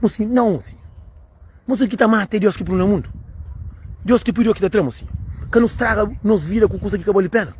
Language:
Kabuverdianu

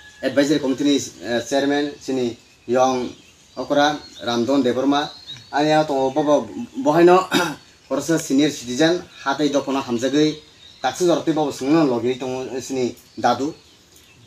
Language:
Kok Borok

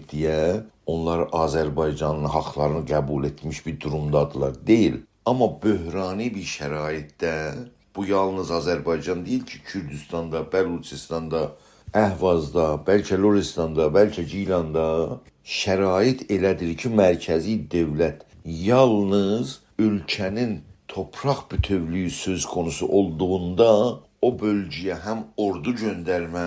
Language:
South Azerbaijani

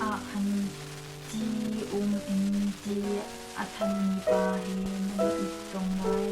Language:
Hakha Chin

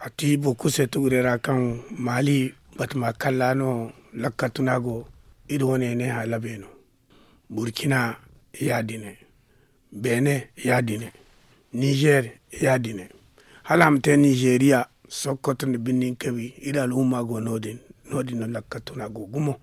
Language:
Zarma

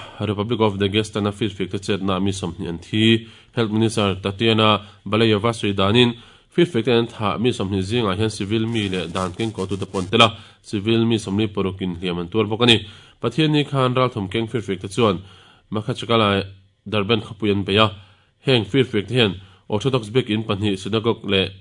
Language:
Mizo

